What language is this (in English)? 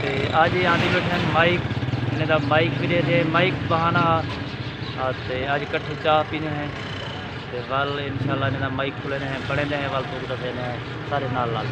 Saraiki